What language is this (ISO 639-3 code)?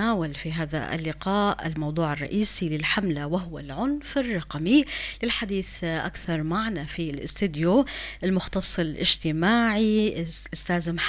apc